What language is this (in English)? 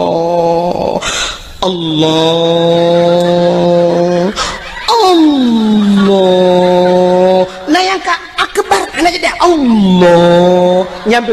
Achinese